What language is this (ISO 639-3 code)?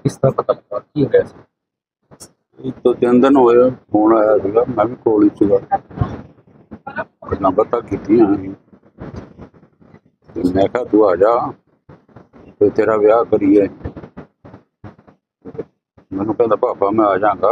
pan